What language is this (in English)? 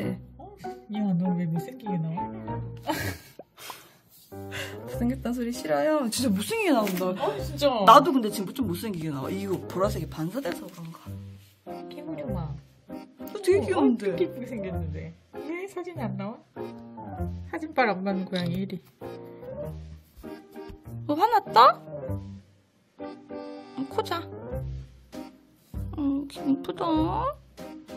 Korean